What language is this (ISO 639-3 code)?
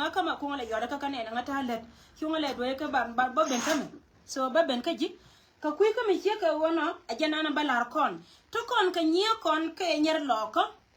nus